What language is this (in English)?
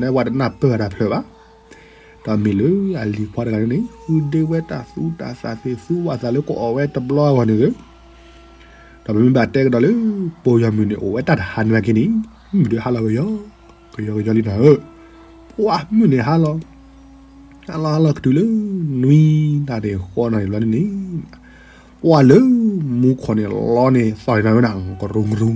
S'gaw Karen